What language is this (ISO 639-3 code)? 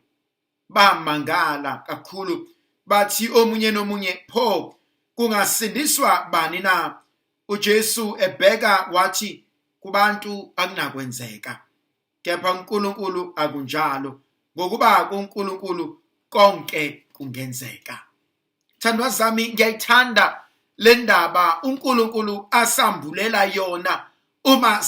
zul